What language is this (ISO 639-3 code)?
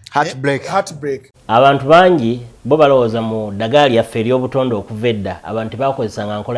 lug